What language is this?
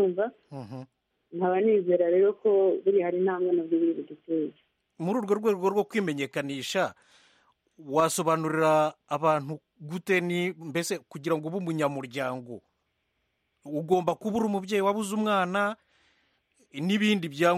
Kinyarwanda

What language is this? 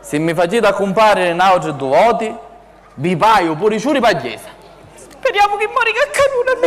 Sicilian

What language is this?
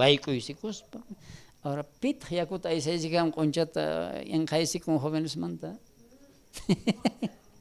South Bolivian Quechua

